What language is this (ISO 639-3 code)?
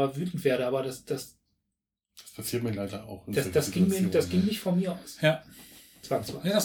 deu